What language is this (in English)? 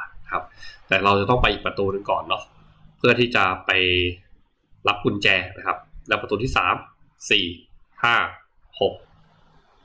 Thai